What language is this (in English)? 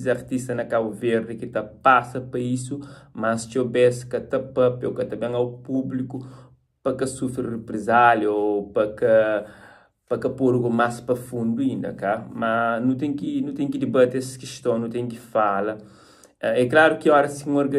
Kabuverdianu